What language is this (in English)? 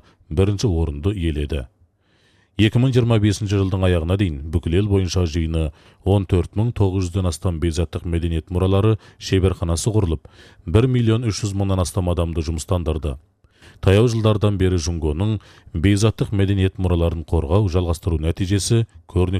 Kazakh